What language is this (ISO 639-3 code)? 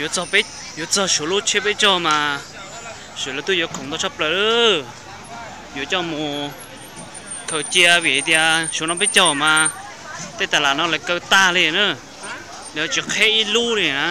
hmn